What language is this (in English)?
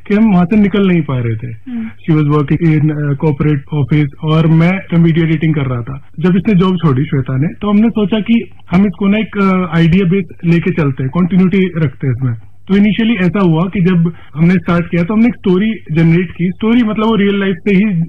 Hindi